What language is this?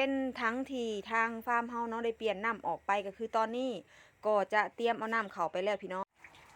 Northeastern Thai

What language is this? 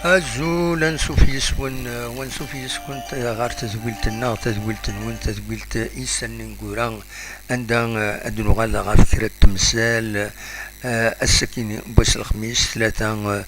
Kabyle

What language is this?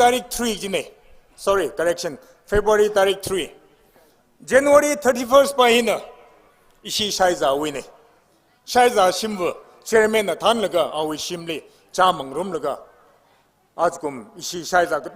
Tangkhul Naga (India)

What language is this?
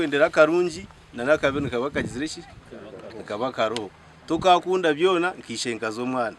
Nyankole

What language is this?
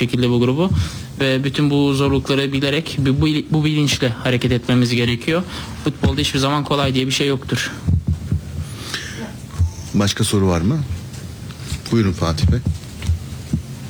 Turkish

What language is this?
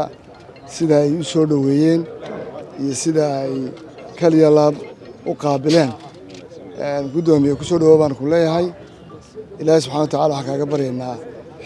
Somali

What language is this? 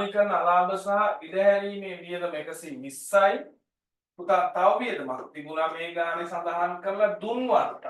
Sinhala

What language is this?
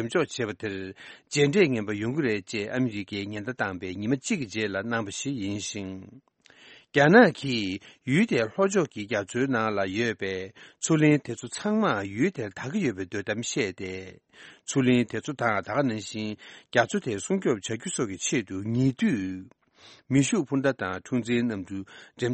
Tibetan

